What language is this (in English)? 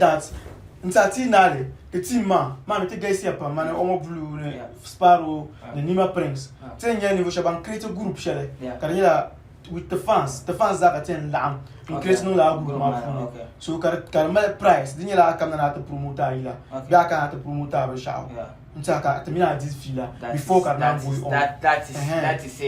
Dagbani